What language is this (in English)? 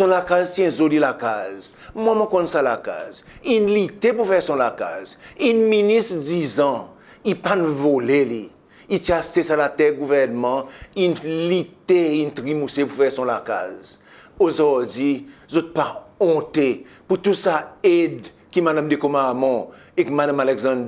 Seselwa Creole French